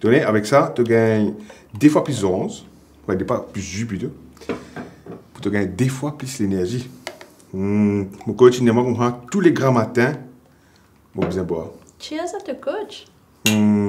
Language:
Morisyen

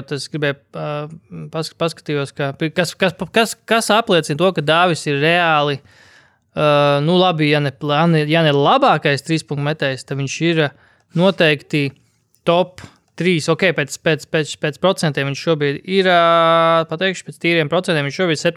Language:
Latvian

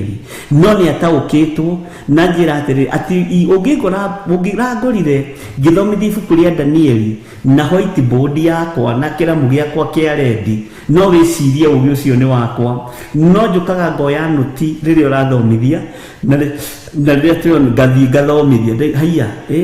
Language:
Kikuyu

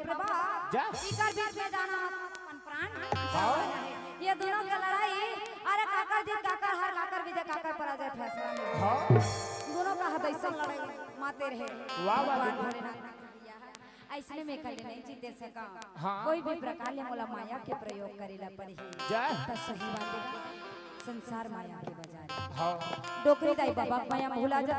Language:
Chhattisgarhi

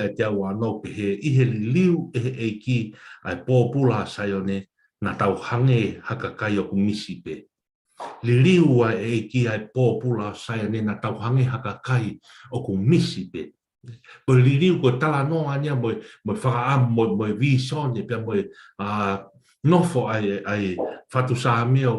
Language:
Tongan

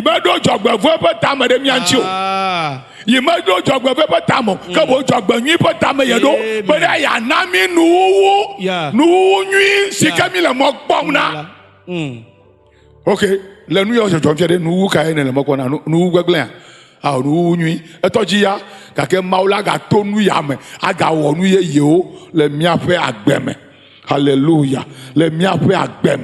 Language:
Ewe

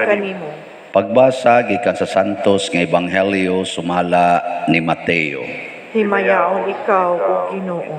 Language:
Cebuano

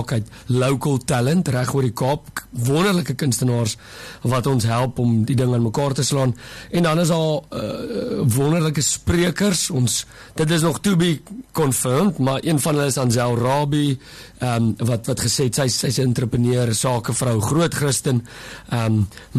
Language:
Afrikaans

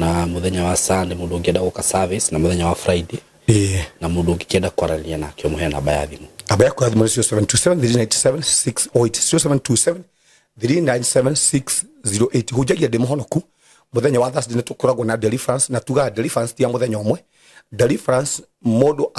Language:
Kikuyu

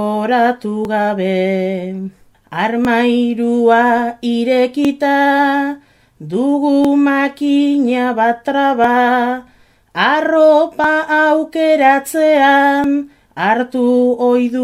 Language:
Basque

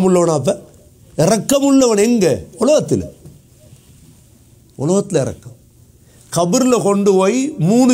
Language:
Tamil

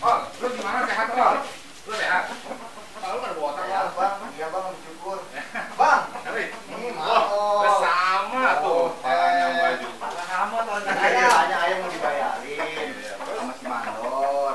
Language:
Betawi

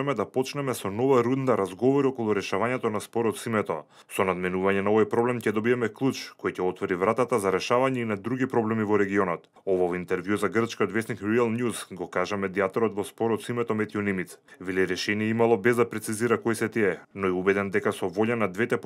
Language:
Macedonian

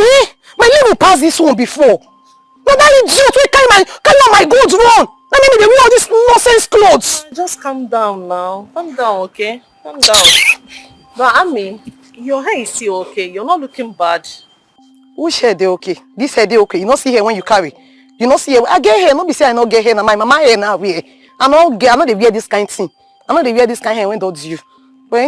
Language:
Nigerian Pidgin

